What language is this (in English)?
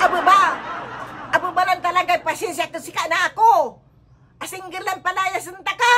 Pangasinan